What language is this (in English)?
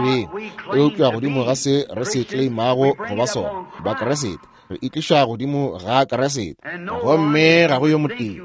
Northern Sotho